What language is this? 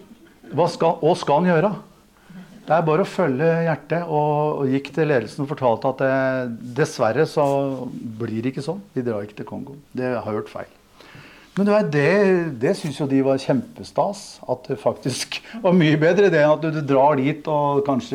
Norwegian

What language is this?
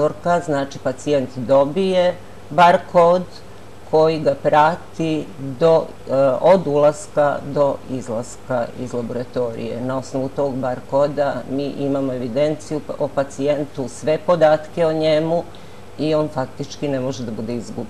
Serbian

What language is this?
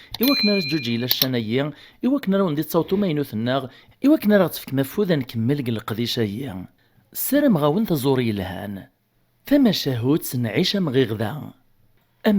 Kabyle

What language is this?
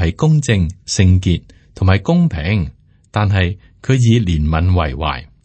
Cantonese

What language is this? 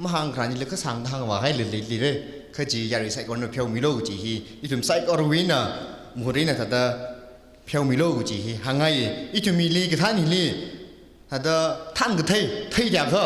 Tangkhul Naga (India)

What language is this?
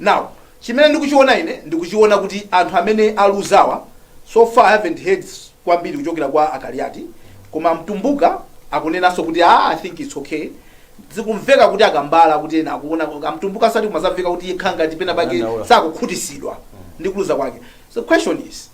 Nyanja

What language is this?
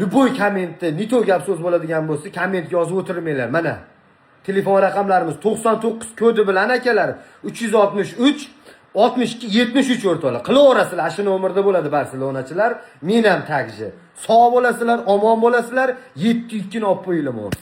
Uzbek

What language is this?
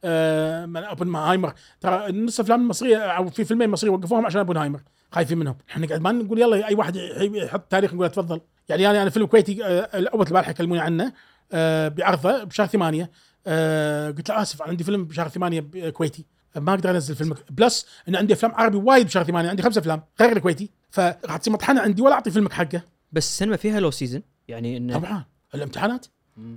Gulf Arabic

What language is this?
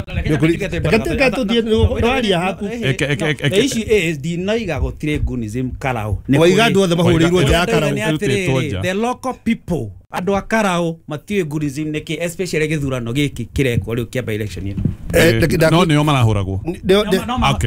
Kikuyu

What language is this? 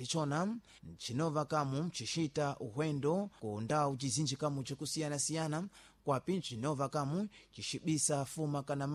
Sena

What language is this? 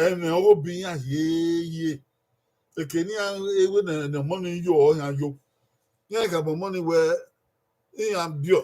Bini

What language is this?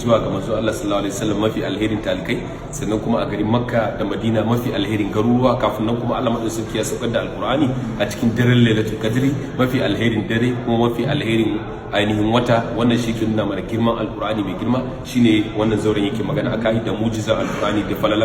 Hausa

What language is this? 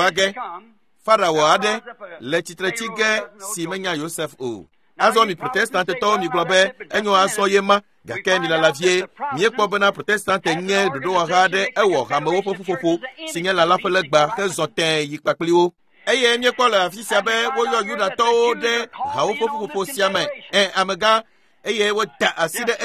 Ewe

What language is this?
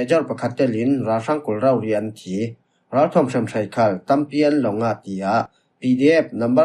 Falam Chin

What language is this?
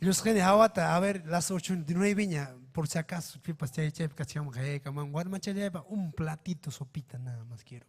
Ayacucho Quechua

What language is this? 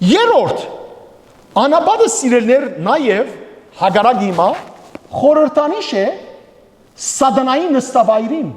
Western Armenian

